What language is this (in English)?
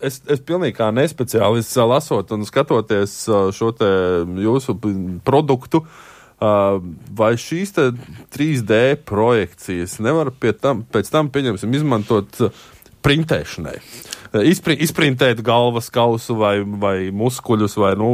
Latvian